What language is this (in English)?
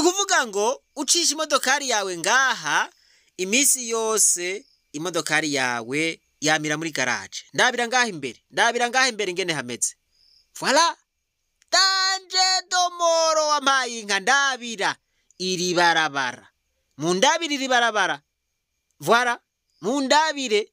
Rundi